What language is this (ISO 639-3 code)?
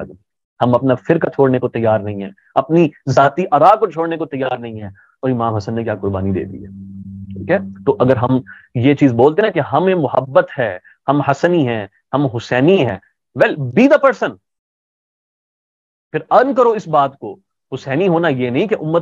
urd